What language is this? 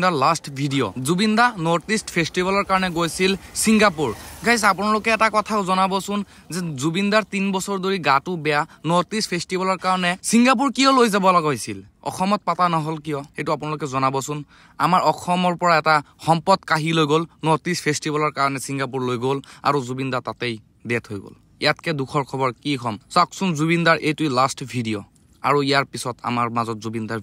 Assamese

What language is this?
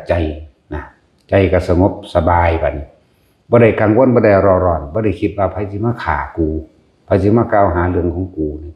Northeastern Thai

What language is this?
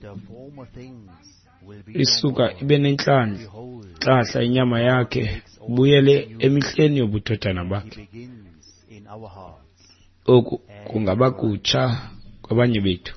Xhosa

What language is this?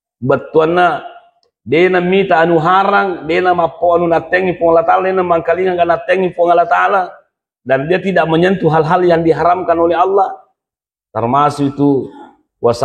Buginese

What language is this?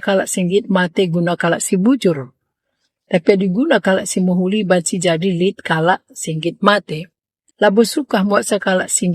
Batak Karo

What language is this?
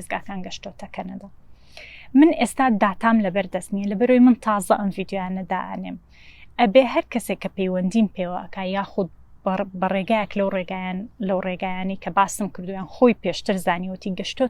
Central Kurdish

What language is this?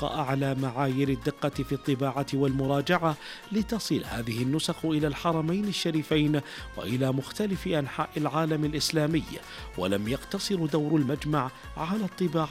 Arabic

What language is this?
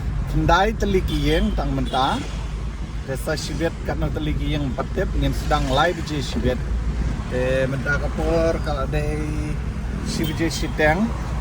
Khasi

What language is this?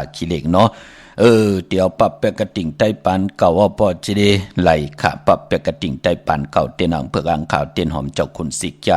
Shan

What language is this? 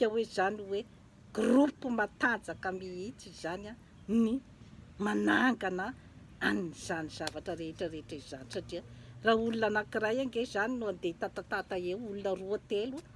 Malagasy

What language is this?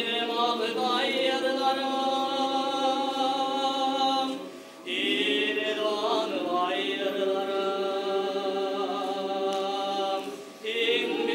Bashkir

